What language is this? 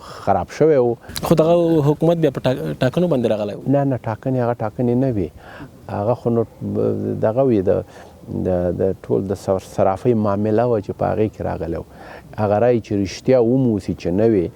Pashto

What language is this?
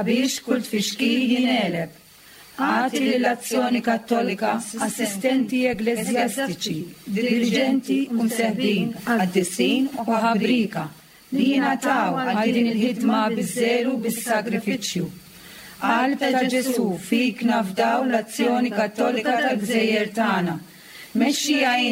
Maltese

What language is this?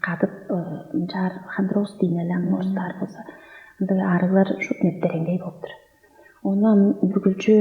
Tuvinian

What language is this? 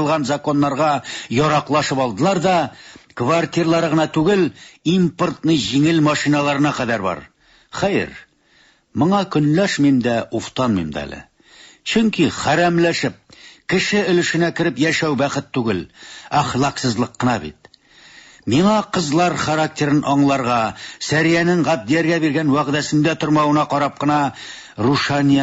Tatar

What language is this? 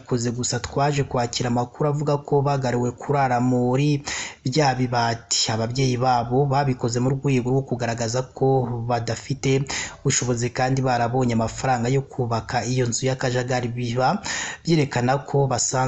Kinyarwanda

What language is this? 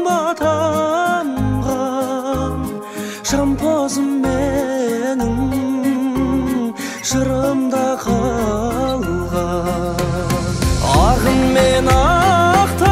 Kazakh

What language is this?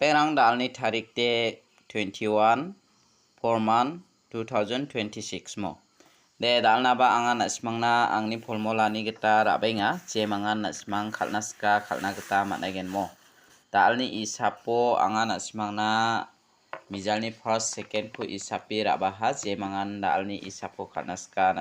Garo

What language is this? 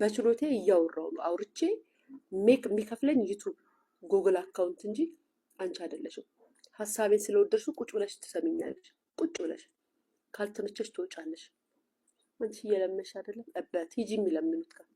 Amharic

